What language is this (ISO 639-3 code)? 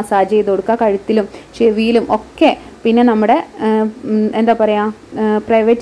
mal